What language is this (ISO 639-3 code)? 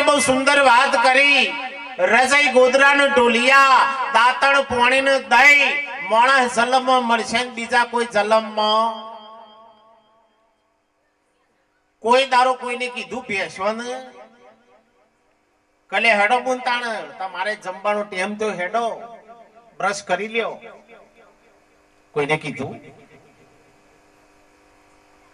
guj